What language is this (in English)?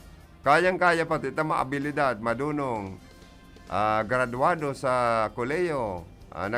Bikol